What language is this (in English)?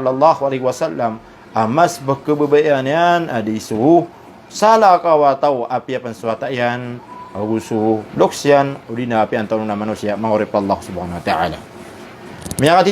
Maranao